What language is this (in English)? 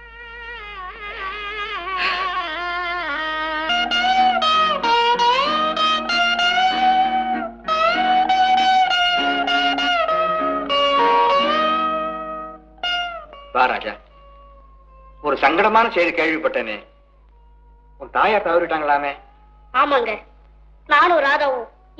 Tamil